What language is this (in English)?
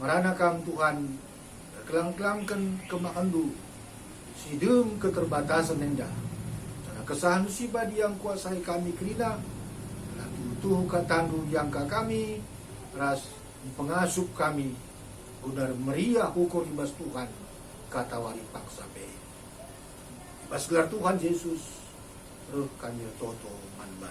Batak Karo